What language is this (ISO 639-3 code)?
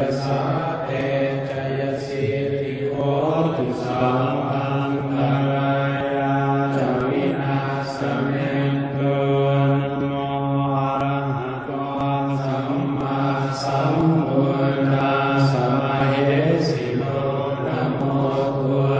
pli